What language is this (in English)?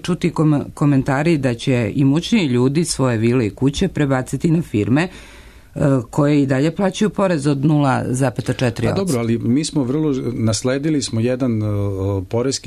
Serbian